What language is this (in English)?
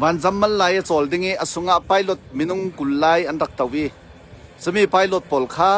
Falam Chin